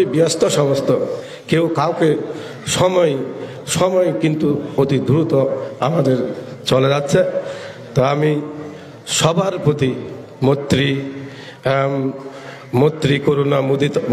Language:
Bangla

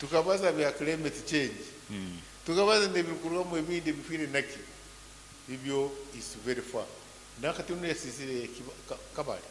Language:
Nyankole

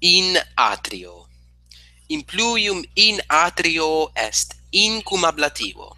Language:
Latin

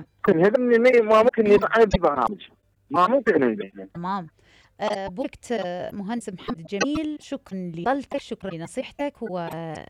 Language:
Mesopotamian Arabic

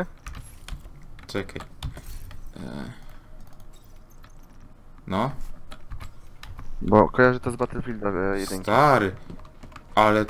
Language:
Polish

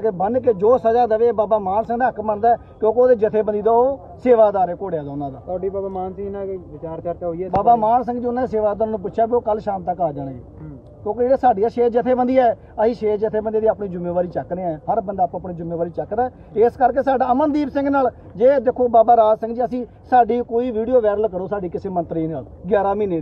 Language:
Punjabi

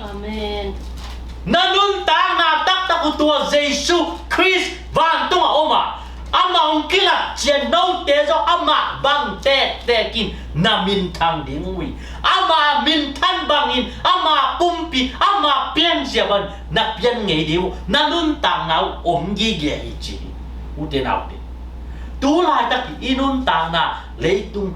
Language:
Tedim Chin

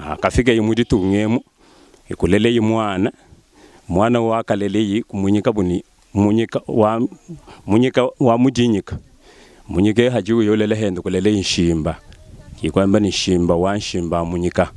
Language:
Luba-Lulua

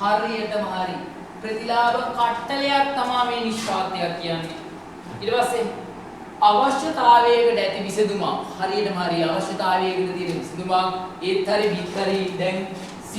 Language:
Sinhala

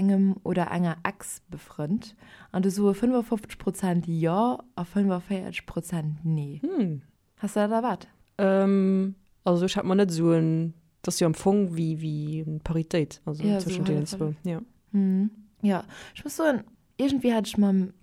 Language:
Luxembourgish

